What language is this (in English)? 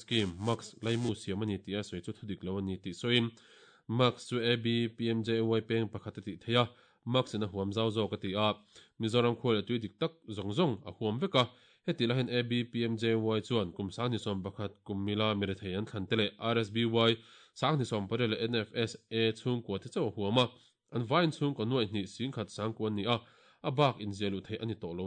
Mizo